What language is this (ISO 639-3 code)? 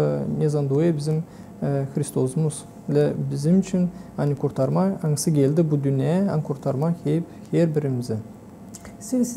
gag